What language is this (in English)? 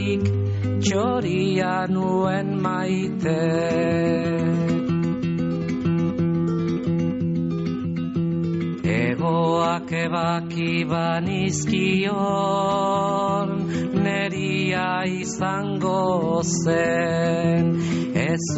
Basque